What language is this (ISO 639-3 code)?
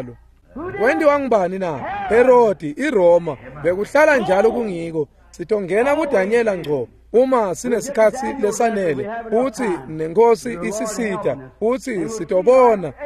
ssw